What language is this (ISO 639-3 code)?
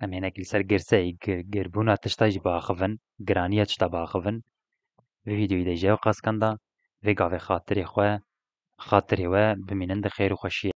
kur